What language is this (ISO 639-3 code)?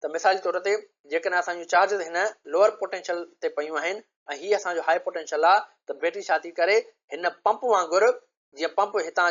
snd